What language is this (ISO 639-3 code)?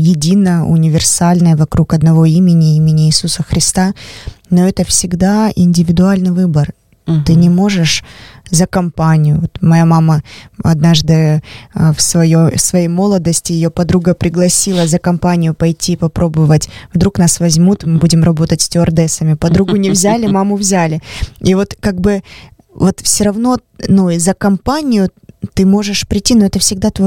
rus